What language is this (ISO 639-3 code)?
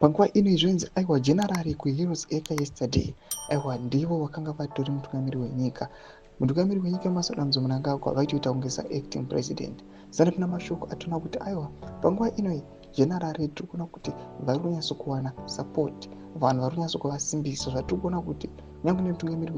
sna